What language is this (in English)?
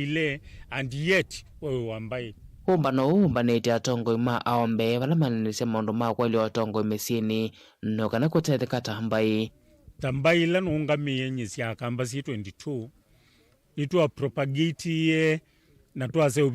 Kamba